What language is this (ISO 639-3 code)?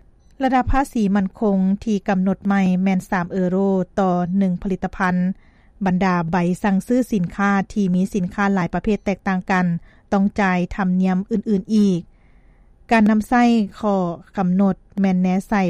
lao